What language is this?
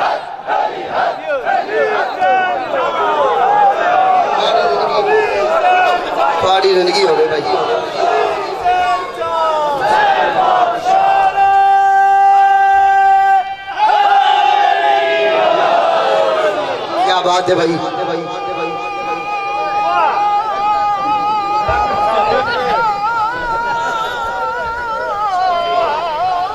Urdu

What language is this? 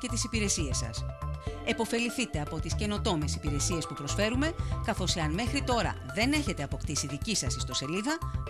Greek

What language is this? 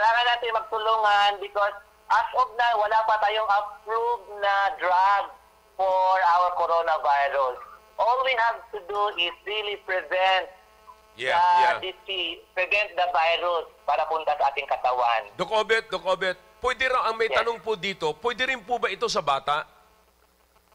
Filipino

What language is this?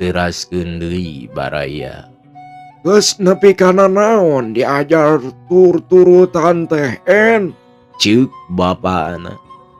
Sundanese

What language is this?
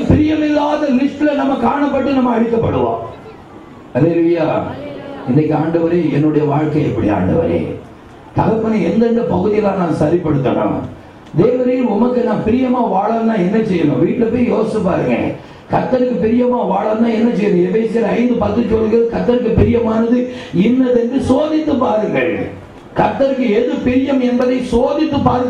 Tamil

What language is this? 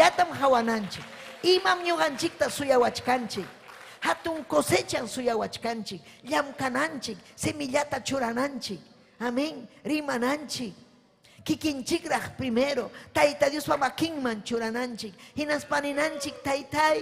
Ayacucho Quechua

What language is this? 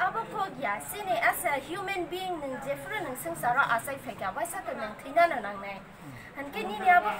Kok Borok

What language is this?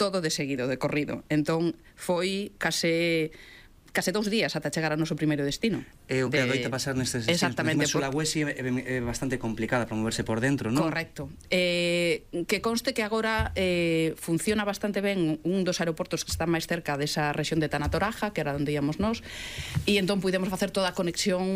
Galician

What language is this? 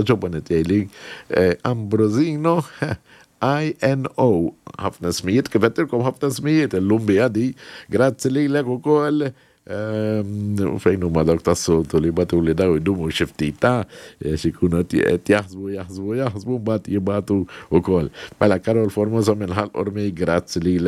Maltese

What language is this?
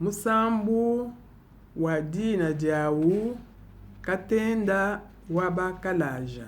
Luba-Lulua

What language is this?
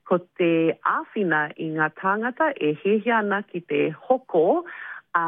Māori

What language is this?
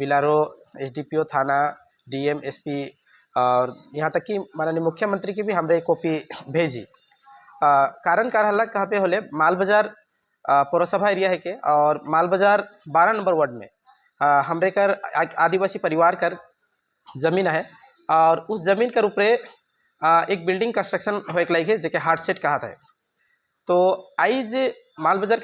Sadri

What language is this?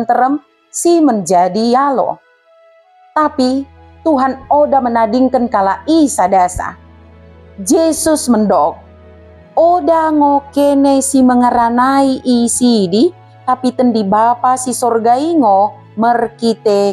Batak Dairi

